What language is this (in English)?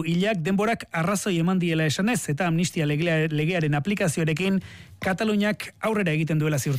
Basque